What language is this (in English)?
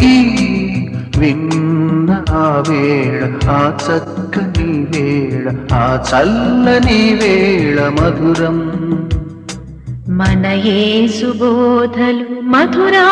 Telugu